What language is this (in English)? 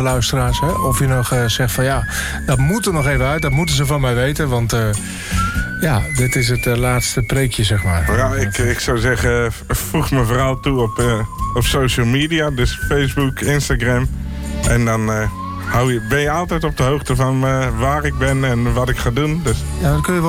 Dutch